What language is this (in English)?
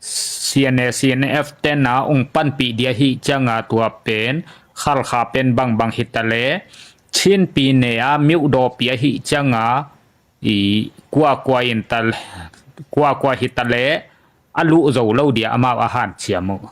Tedim Chin